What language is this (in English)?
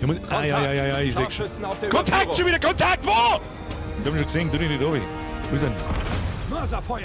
Bavarian